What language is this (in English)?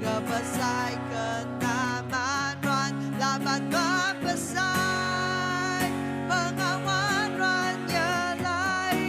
Iban